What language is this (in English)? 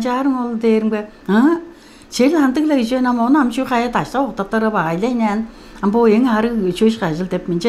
Tuvinian